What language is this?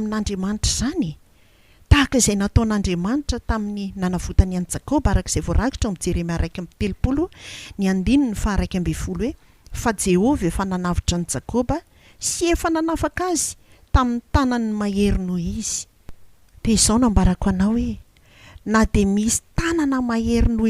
Malagasy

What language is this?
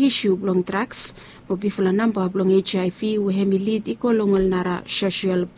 Bislama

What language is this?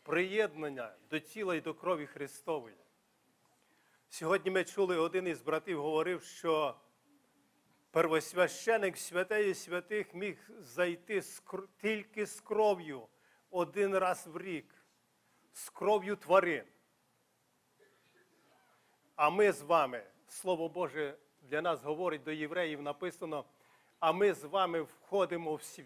Ukrainian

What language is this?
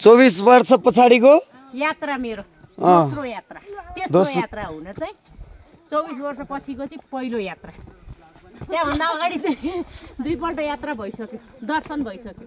Nepali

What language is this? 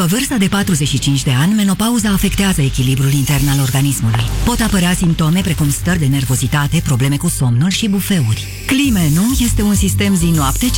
Romanian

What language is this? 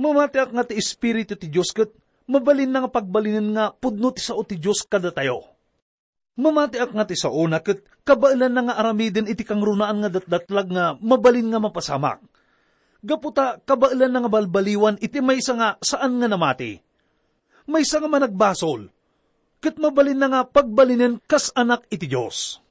Iloko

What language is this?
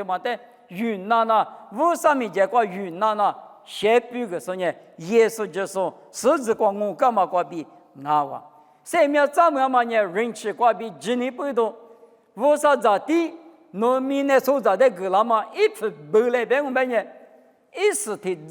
Lisu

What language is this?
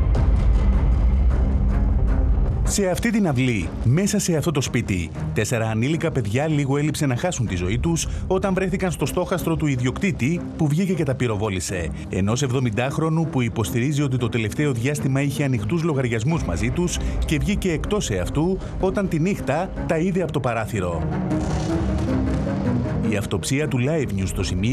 Greek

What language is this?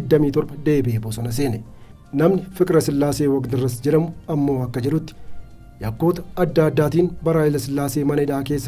Oromo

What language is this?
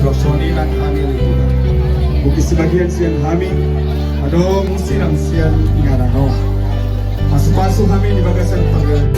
Batak Toba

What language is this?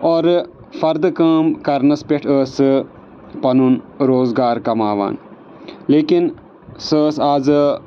Kashmiri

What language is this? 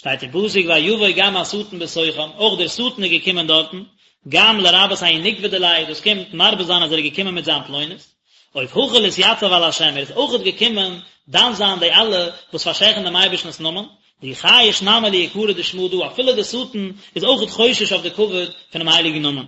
Yiddish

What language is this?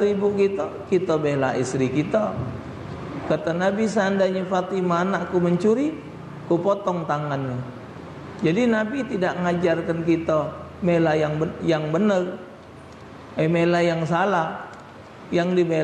Musi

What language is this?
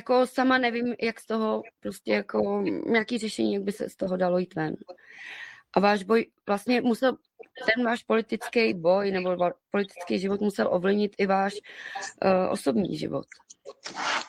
Czech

